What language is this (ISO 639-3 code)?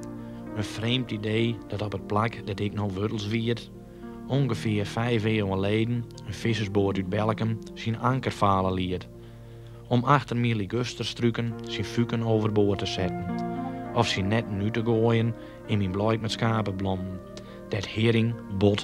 fry